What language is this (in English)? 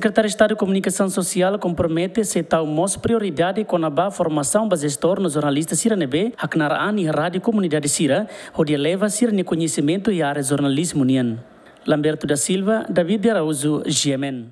Tetum